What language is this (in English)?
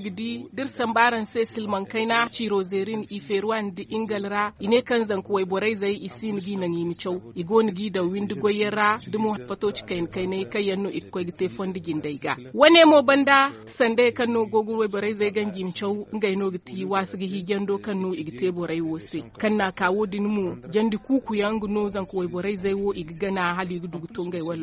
Zarma